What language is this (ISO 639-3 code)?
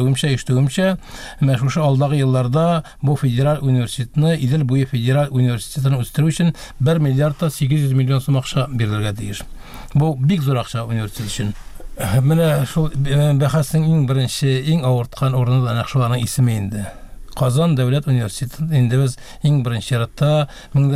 tat